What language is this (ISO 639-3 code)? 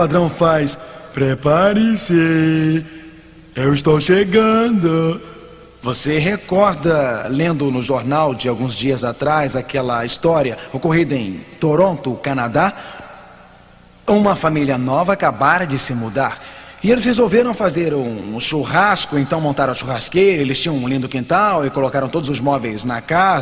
por